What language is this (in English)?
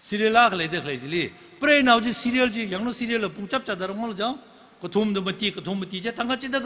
Tangkhul Naga (India)